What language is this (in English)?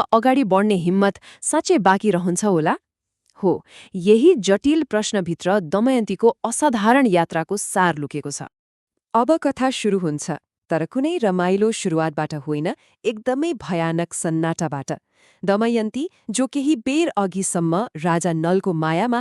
Nepali